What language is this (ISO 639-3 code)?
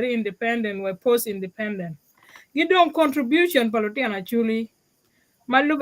ach